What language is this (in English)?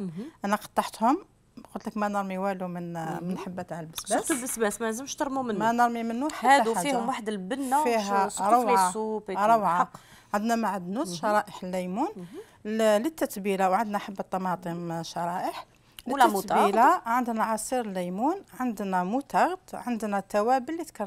Algerian Arabic